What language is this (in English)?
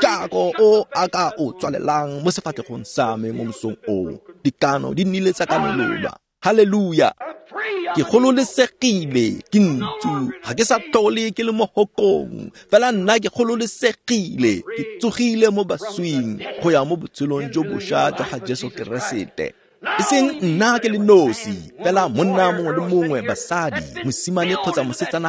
Tswana